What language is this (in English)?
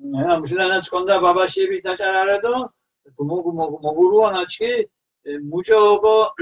Mingrelian